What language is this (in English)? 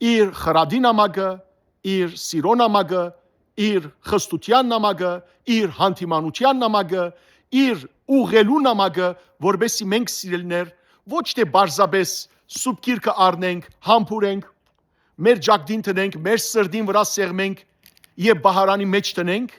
Western Armenian